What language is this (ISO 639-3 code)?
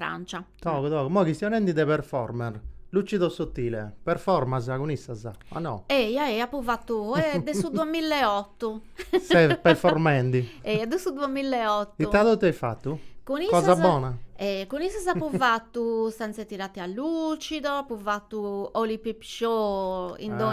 srd